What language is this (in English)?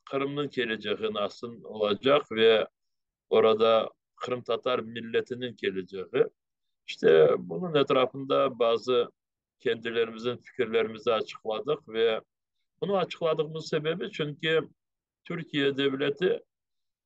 Crimean Tatar